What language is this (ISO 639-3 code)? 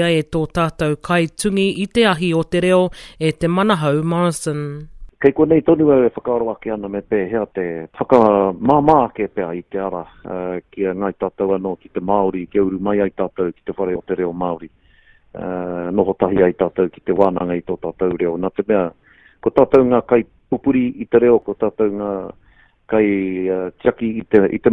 mri